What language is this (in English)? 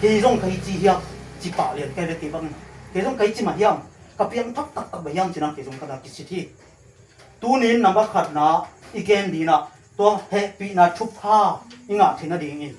Tedim Chin